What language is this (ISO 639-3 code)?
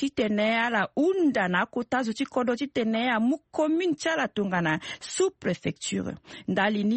sag